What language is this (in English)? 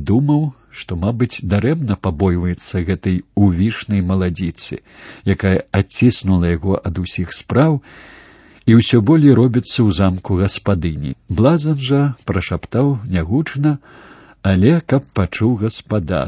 Belarusian